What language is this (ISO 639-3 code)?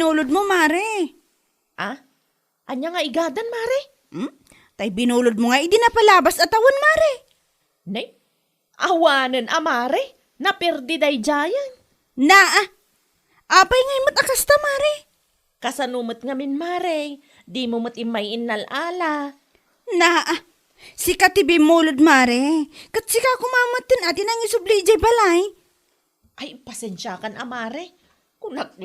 ilo